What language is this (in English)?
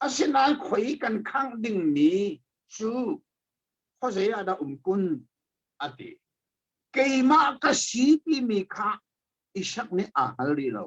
Hakha Chin